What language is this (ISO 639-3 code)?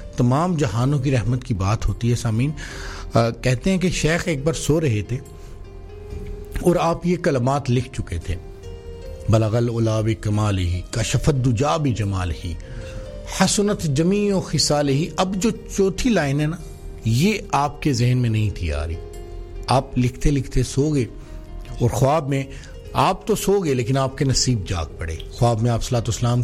urd